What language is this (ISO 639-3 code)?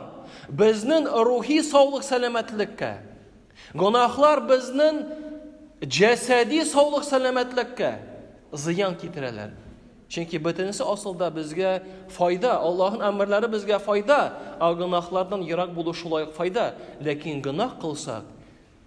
tat